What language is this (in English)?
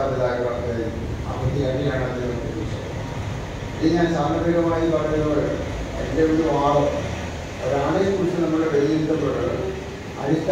Malayalam